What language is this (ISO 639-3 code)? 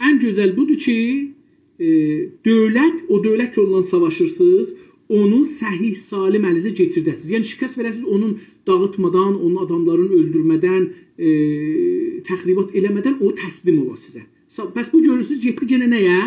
azb